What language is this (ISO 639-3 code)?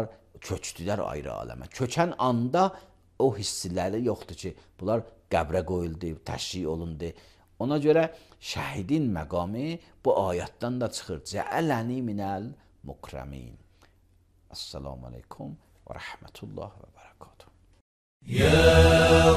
aze